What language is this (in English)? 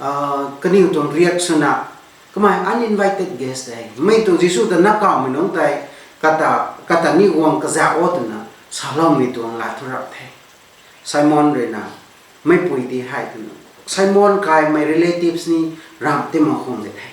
Rongmei Naga